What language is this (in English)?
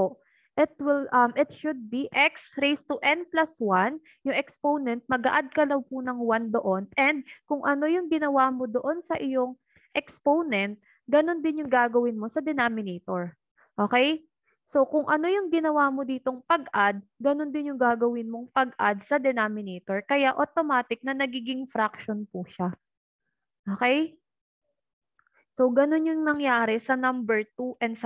Filipino